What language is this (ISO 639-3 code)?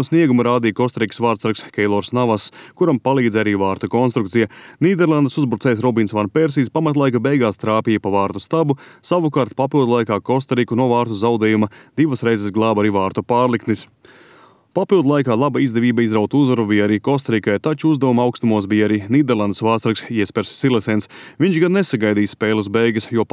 lav